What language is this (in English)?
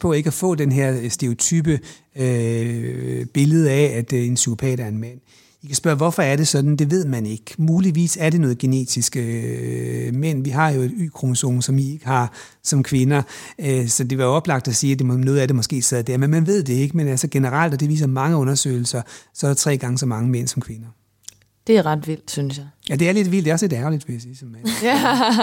Danish